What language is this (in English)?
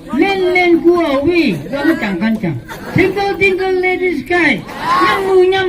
Phom Naga